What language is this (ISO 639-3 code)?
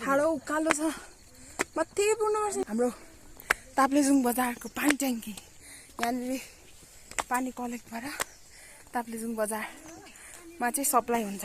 nep